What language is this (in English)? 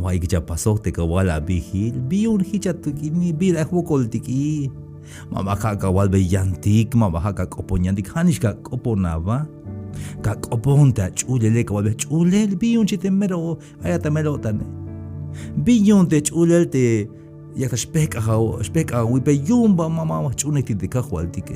Tzeltal